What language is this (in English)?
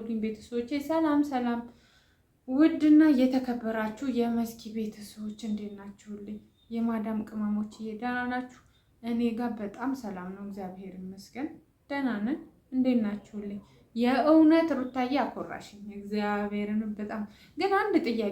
Amharic